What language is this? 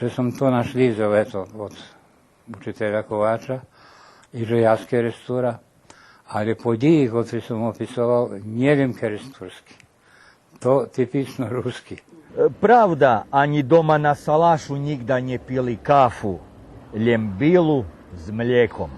Rusyn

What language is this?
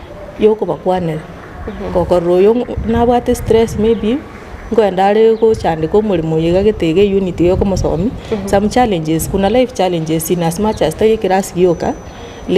Gusii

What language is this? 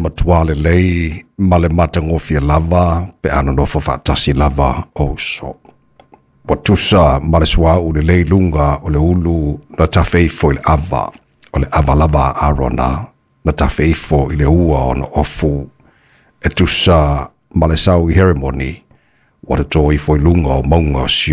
Samoan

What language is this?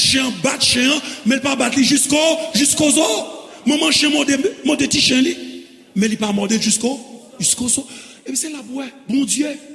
Haitian Creole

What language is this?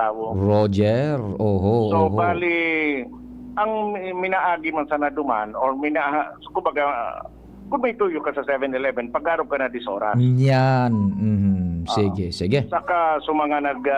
Bikol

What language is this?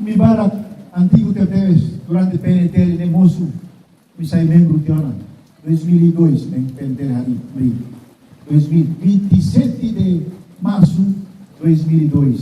Tetum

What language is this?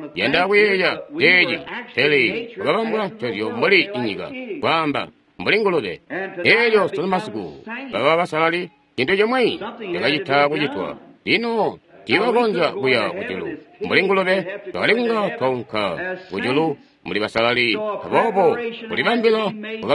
Tonga (Zambia)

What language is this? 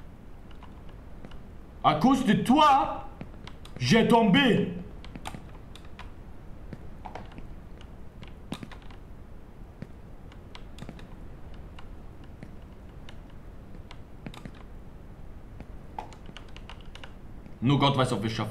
German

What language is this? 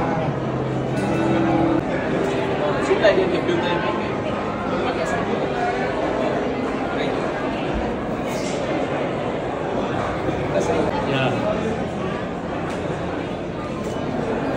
Vietnamese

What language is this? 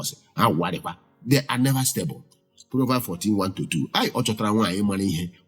Igbo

